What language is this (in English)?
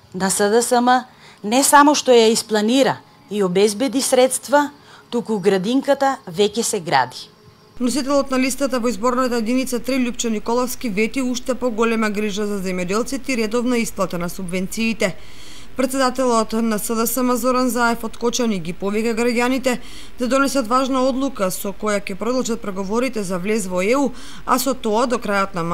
Macedonian